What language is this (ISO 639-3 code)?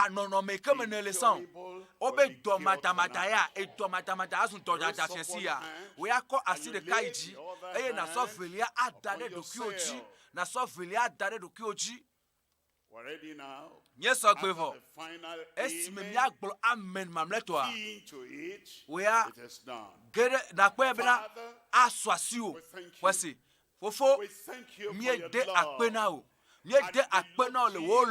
ewe